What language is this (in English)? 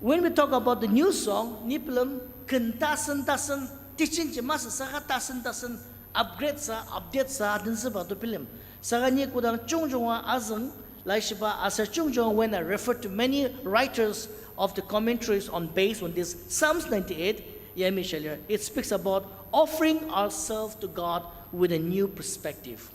Ao Naga